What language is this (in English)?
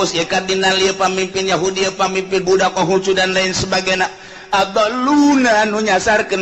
Sundanese